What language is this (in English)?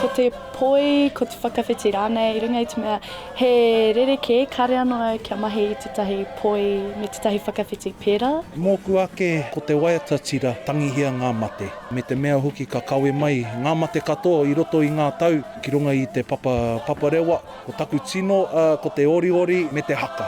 Māori